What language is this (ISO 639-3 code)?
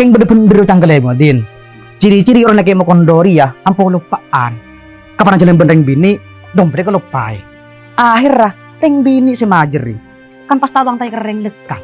mad